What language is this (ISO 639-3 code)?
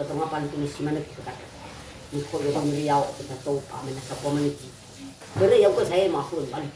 nia